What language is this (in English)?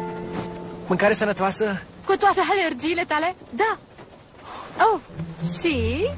Romanian